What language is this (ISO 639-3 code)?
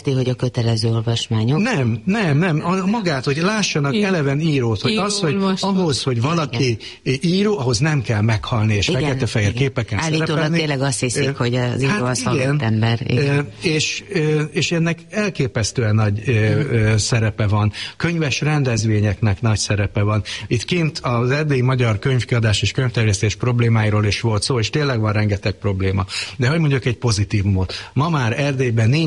hun